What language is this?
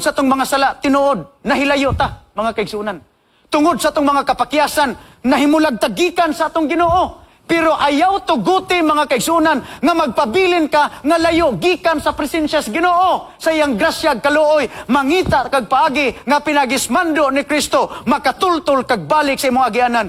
Cebuano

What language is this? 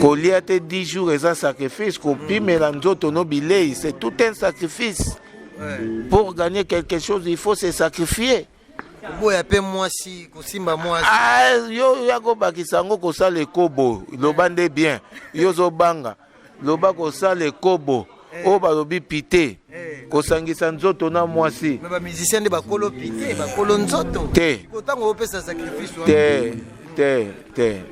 Lingala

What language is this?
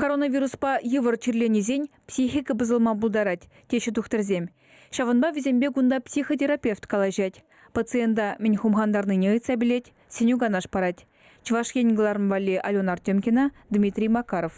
Chuvash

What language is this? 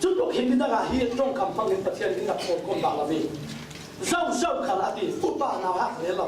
Falam Chin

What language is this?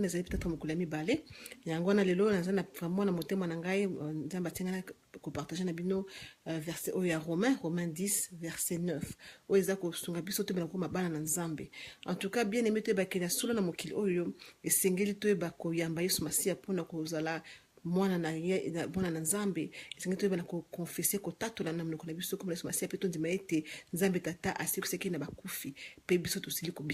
Lingala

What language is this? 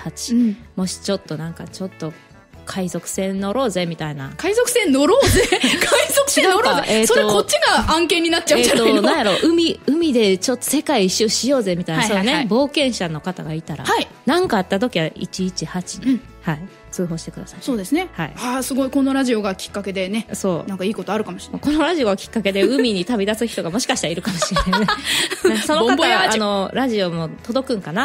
Japanese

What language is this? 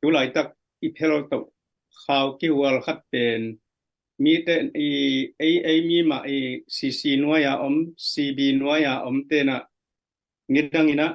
Tedim Chin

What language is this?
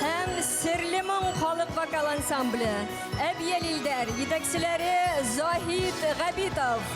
Bashkir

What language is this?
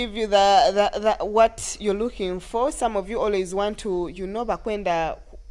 Nyoro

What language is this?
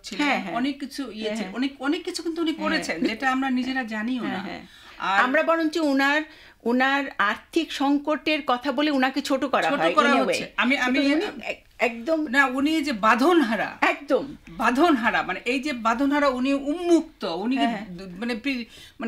Bangla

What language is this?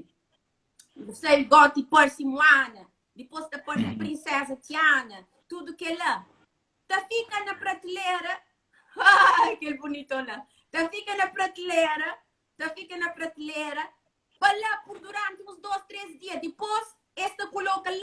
Kabuverdianu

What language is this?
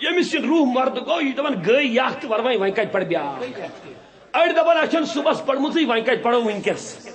Kashmiri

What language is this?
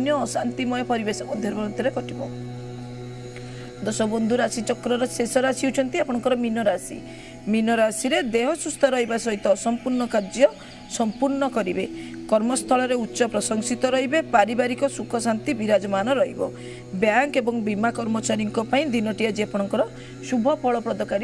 Odia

